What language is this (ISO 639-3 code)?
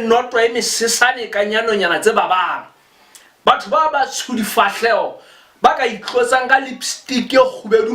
sot